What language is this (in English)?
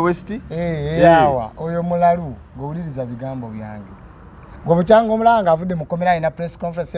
Ganda